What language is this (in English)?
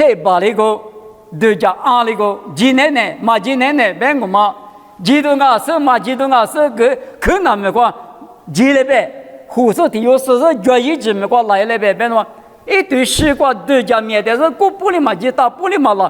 Lisu